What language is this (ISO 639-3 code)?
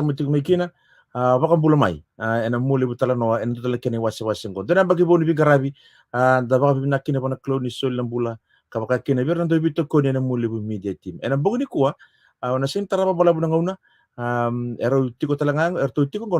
fij